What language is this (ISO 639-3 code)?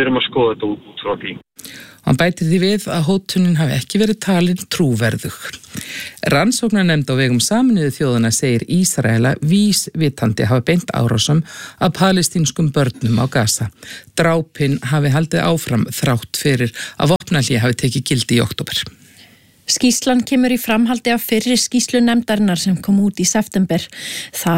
isl